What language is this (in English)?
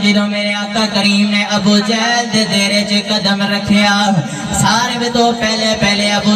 Saraiki